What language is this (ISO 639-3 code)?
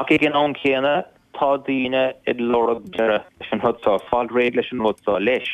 gle